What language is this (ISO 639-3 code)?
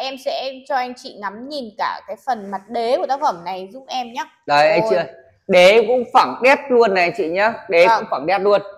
vie